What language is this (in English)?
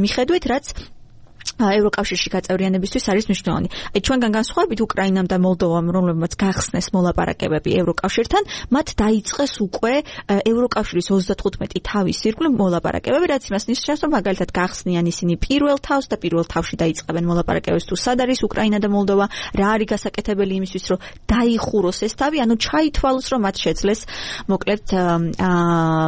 Georgian